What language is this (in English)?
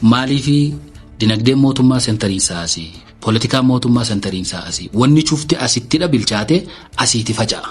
Oromo